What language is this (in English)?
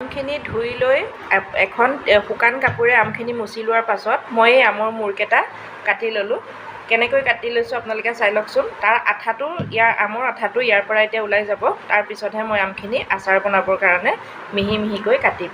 Assamese